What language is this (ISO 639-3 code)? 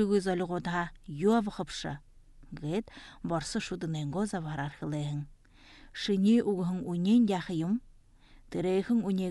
bua